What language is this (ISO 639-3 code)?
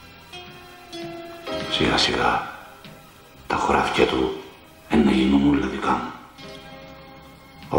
ell